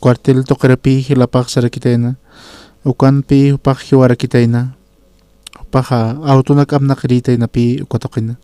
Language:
Aymara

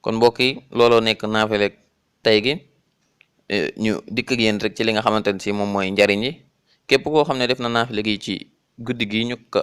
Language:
Wolof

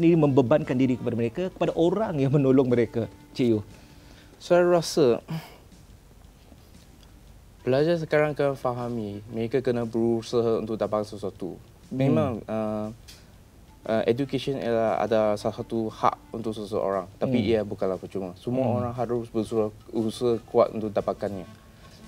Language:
Malay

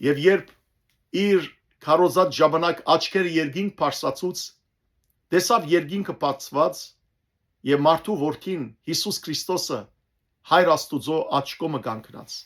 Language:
Western Armenian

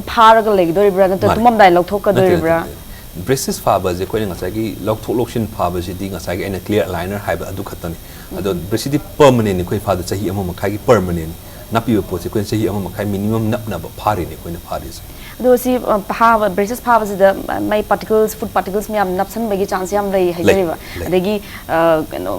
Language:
Manipuri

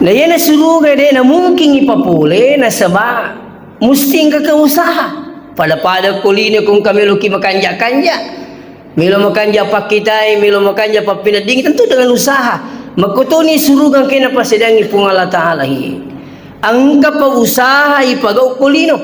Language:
Buginese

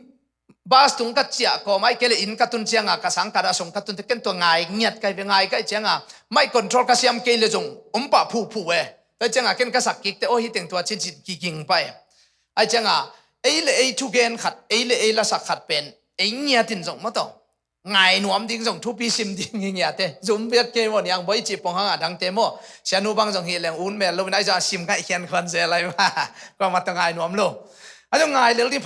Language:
Tedim Chin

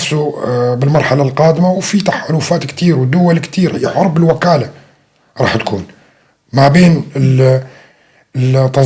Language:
North Levantine Arabic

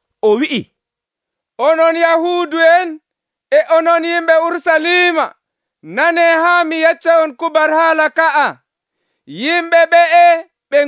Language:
Nigerian Fulfulde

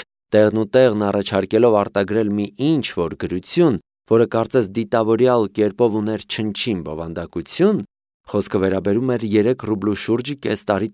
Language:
Armenian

